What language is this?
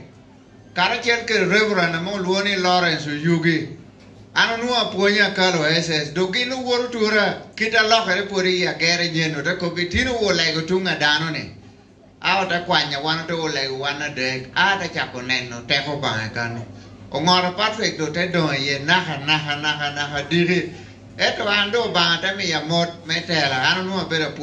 Lango (Uganda)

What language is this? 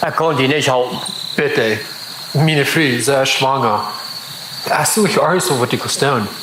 Plautdietsch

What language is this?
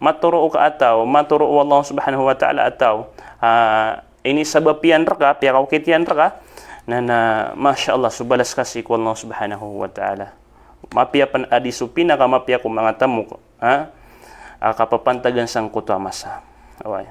Maranao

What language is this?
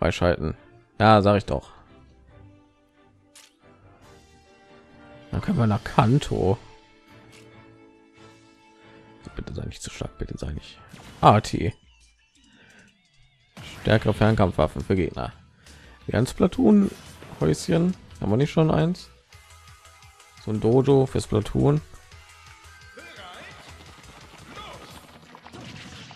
German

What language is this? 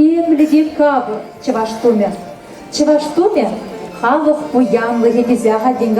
Chuvash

